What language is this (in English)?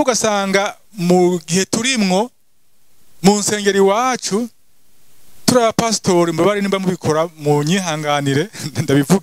Rundi